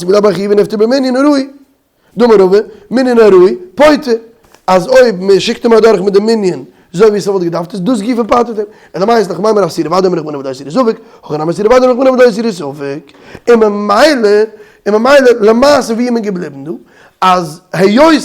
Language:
Yiddish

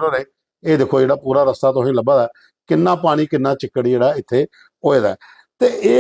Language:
Dogri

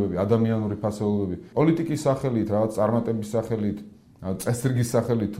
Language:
Georgian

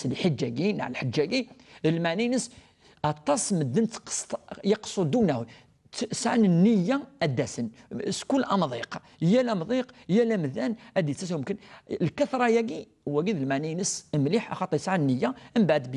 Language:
Kabyle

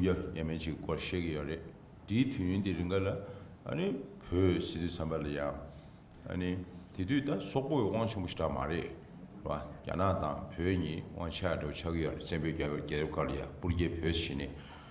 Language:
Tibetan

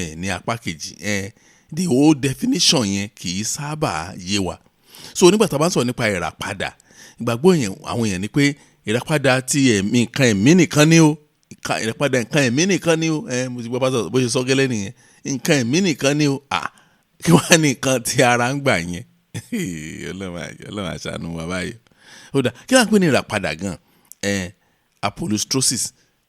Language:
Yoruba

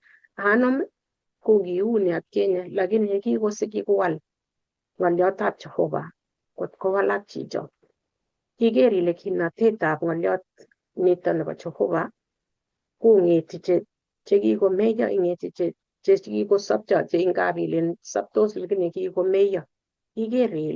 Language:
Kalenjin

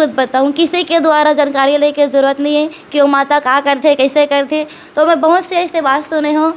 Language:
Chhattisgarhi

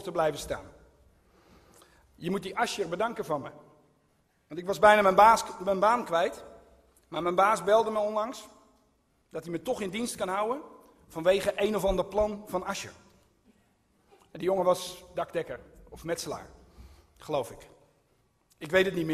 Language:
Dutch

